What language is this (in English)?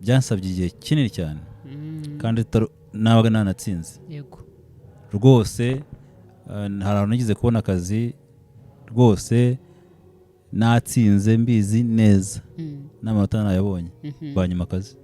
Kinyarwanda